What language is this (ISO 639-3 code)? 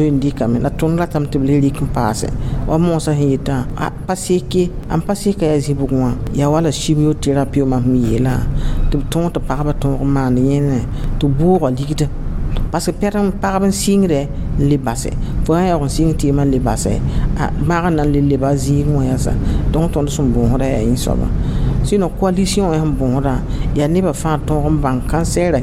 mos